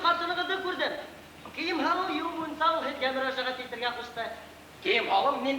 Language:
Bashkir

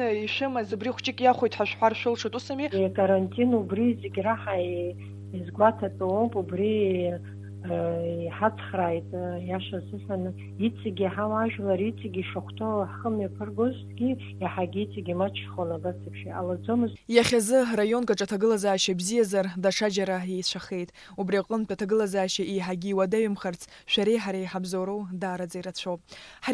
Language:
Abkhazian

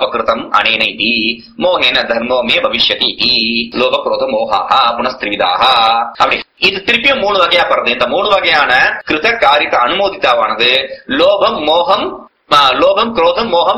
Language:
Tamil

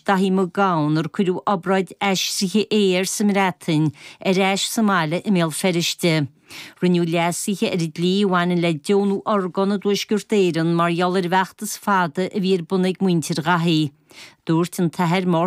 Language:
Irish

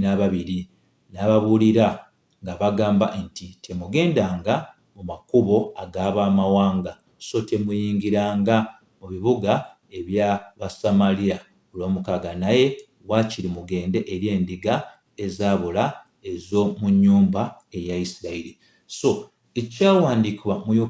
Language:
Ganda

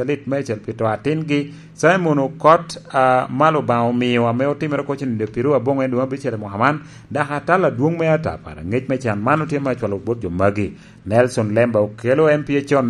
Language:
Lango (Uganda)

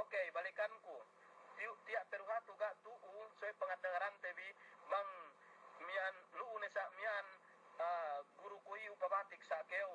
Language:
Yakan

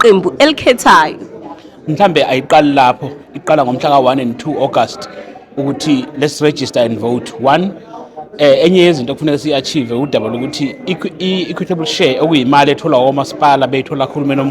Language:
Zulu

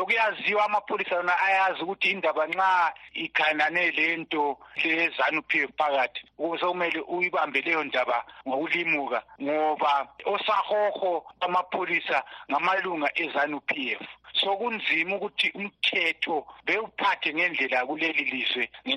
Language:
North Ndebele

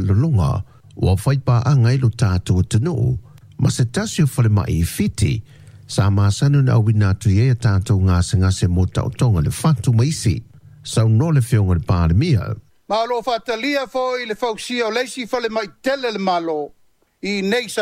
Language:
Samoan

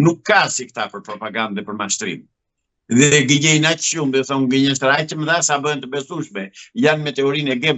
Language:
Albanian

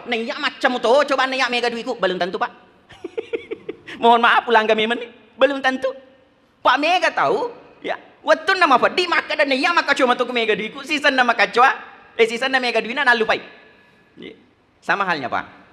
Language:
Buginese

